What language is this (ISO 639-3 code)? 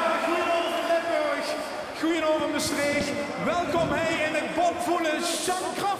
lim